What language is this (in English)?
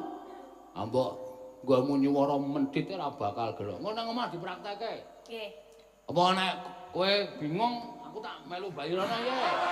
Javanese